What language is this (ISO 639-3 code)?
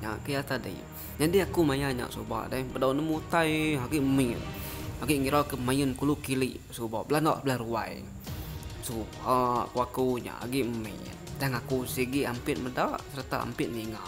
iba